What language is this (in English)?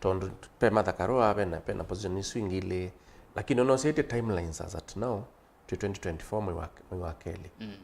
Kamba